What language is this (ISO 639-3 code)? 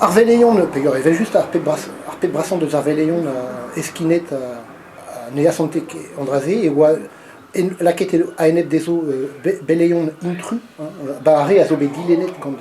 bre